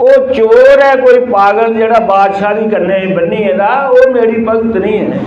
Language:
Dogri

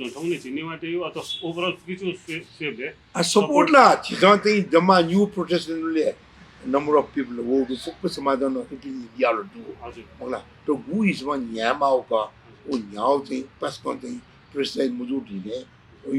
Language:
Newari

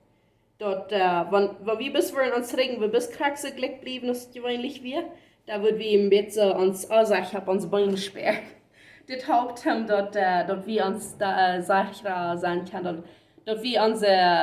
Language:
Plautdietsch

